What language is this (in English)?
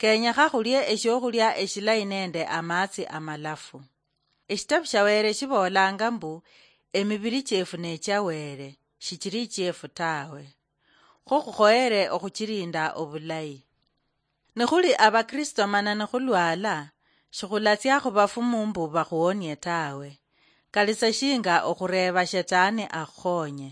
Luyia